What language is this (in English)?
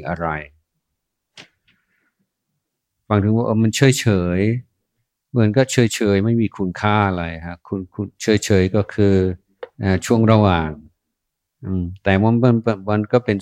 Thai